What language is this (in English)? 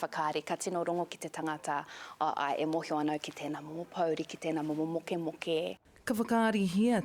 Māori